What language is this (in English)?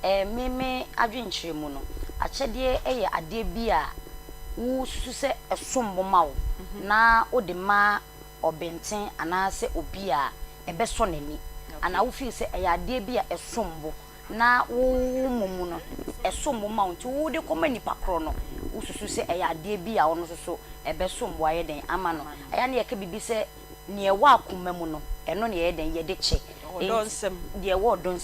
Akan